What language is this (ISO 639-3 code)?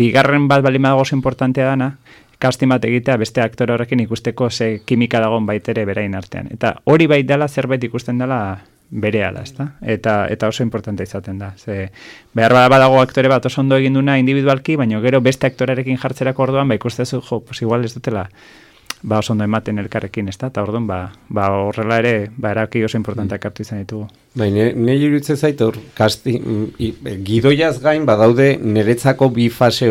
eus